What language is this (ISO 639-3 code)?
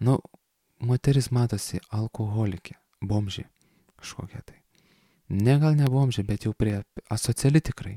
lit